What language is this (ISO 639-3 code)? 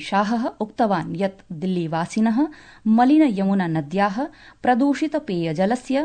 san